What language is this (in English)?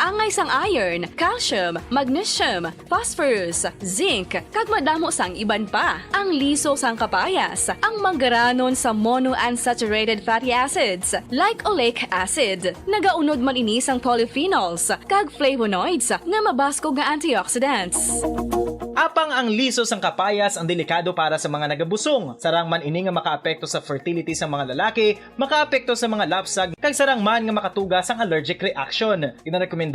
Hiligaynon